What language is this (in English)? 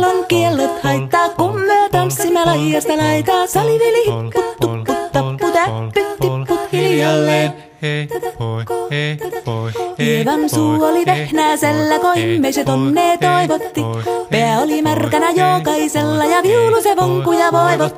Finnish